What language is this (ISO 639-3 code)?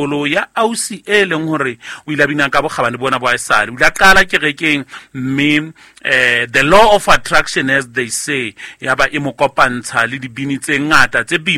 sot